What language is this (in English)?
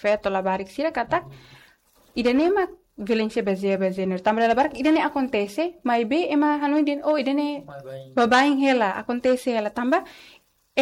Tetum